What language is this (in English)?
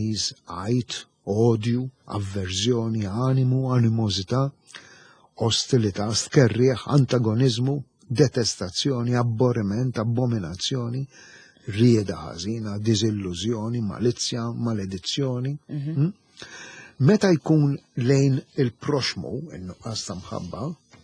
Maltese